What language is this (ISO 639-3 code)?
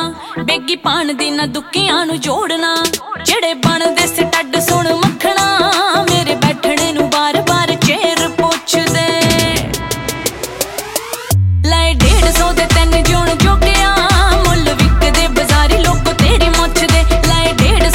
pan